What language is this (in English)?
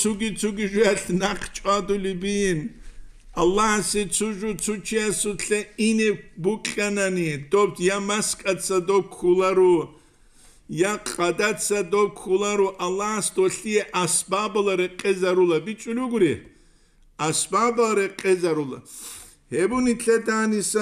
Avaric